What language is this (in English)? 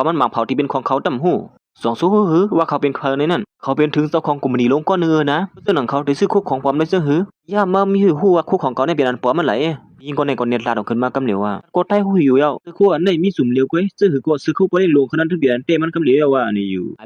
Shan